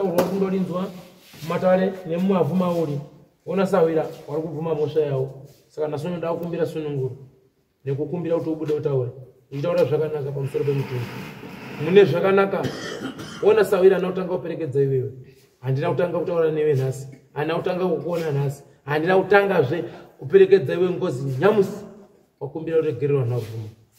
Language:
Shona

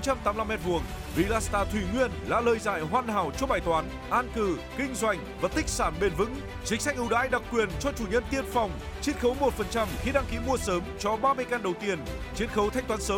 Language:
Vietnamese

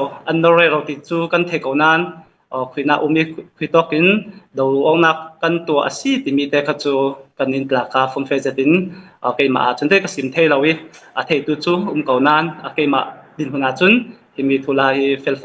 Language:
Falam Chin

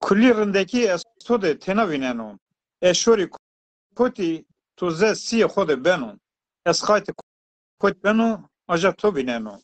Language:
Zaza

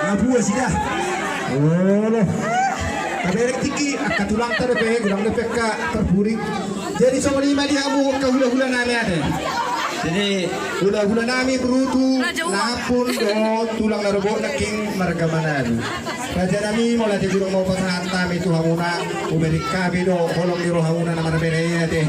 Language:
Batak Toba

